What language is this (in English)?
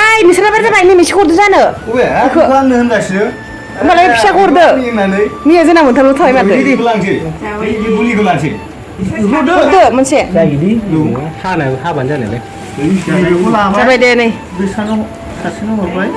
Bodo